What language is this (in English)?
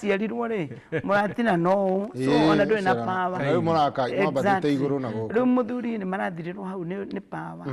Kikuyu